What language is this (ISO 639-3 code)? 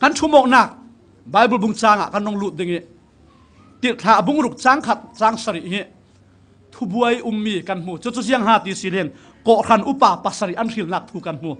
cfm